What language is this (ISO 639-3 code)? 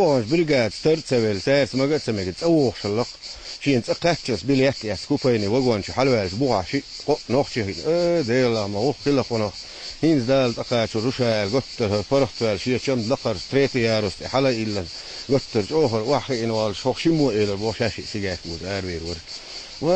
che